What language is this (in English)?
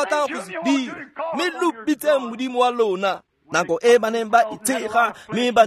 Tswana